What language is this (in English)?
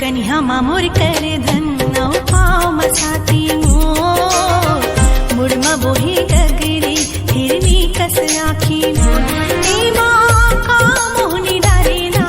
Chhattisgarhi